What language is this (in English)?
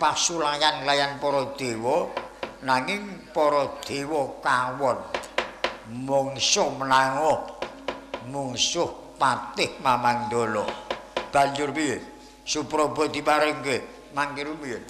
Javanese